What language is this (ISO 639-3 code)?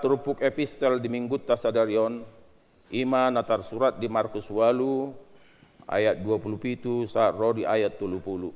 bbc